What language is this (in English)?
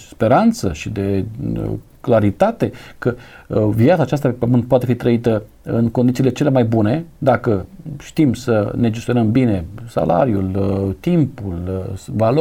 Romanian